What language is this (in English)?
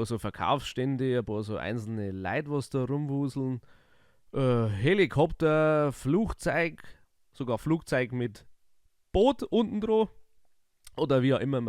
Bavarian